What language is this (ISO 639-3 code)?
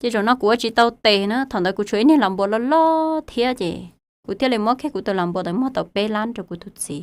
hmn